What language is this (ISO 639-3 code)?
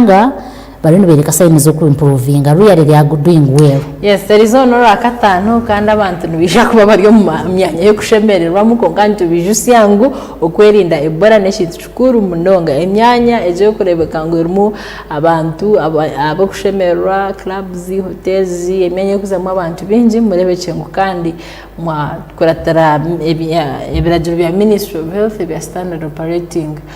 nyn